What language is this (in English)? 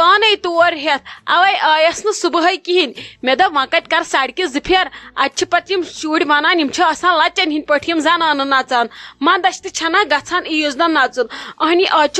Kashmiri